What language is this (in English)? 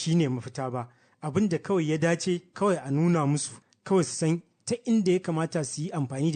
Hausa